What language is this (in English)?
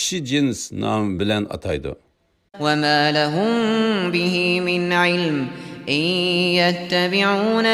Uyghur